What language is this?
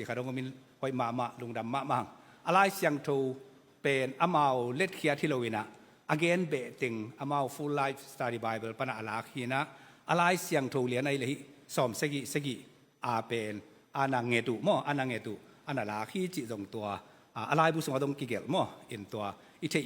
Tedim Chin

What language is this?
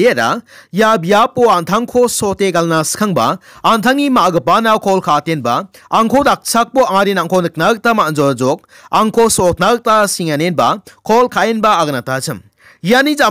Garo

